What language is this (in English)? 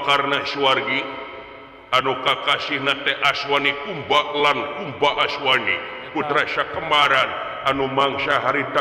Sundanese